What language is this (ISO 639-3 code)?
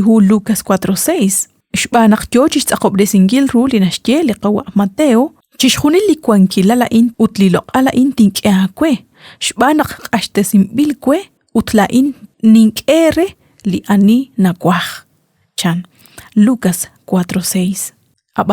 kek